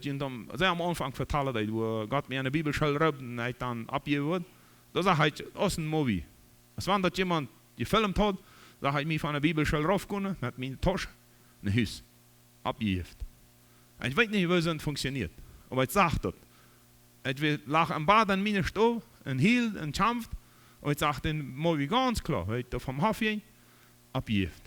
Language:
Plautdietsch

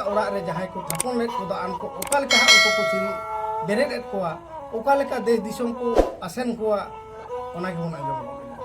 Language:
Santali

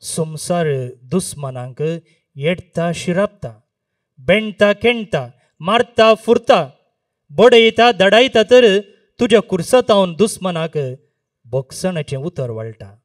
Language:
Konkani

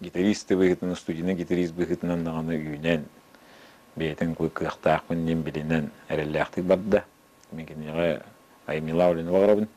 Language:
Yakut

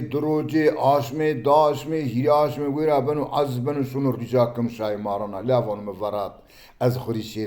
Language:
Zaza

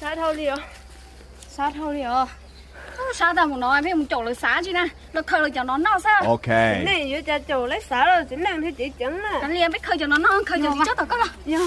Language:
Hmong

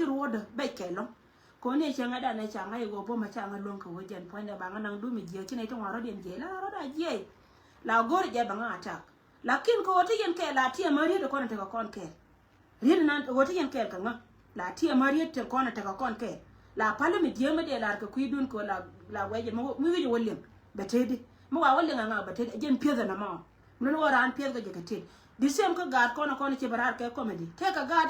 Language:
Nuer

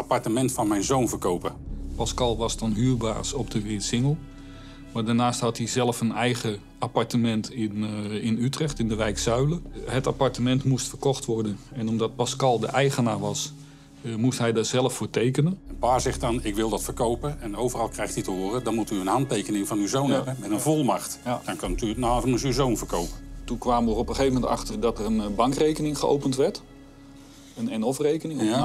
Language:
Dutch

